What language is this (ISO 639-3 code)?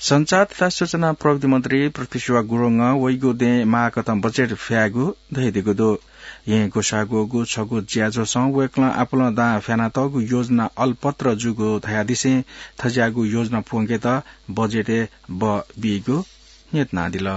new